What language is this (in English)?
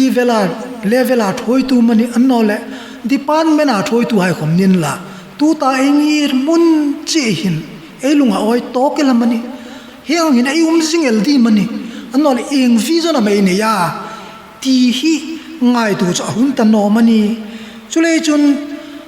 Hmar